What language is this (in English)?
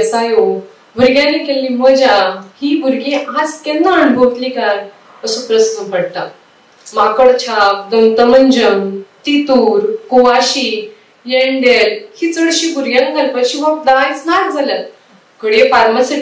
Konkani